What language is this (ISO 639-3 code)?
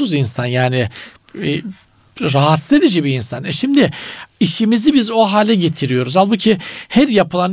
tur